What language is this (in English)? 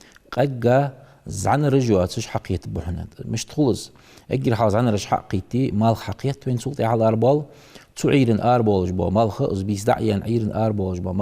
Ingush